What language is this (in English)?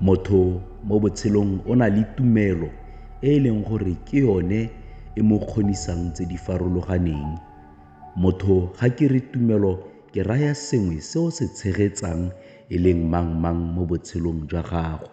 Tswana